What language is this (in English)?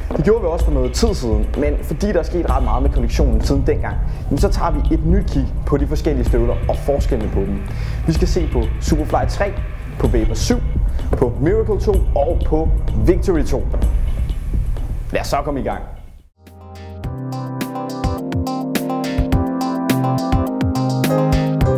Danish